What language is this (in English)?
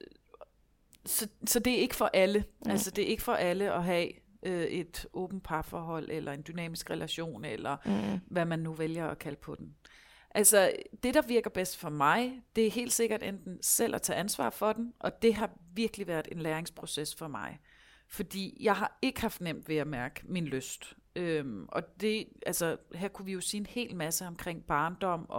Danish